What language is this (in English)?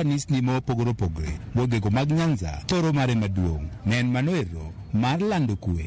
Luo (Kenya and Tanzania)